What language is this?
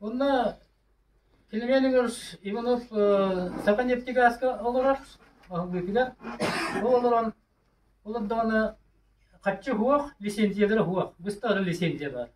Yakut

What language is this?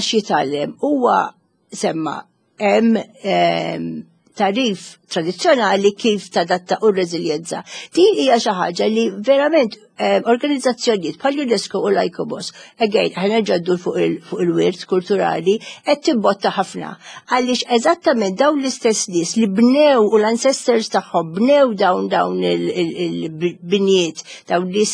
Maltese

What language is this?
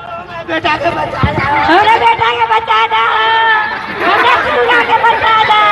Maithili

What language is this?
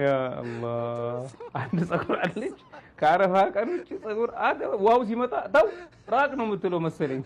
Amharic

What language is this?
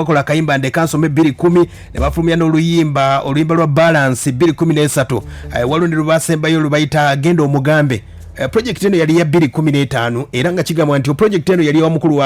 Ganda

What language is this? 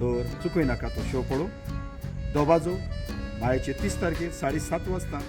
Konkani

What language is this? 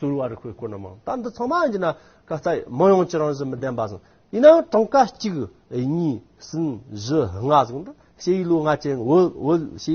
Amdo Tibetan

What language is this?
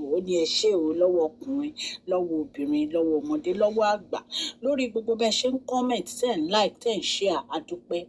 Yoruba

